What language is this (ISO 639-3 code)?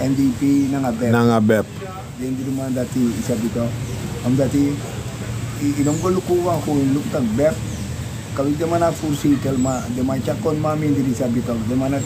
srn